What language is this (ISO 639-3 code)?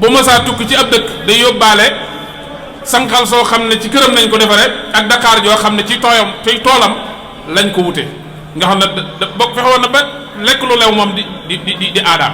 wol